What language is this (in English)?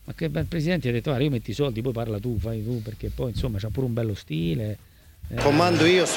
Italian